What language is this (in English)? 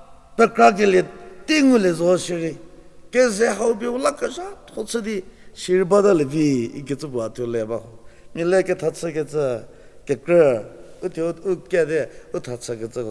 Angami Naga